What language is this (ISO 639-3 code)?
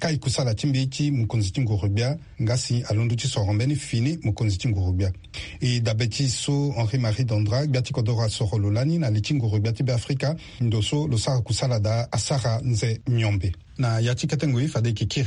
sag